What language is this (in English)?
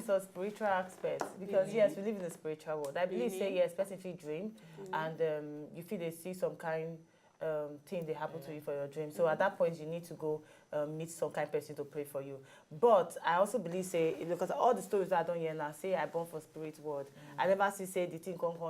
Nigerian Pidgin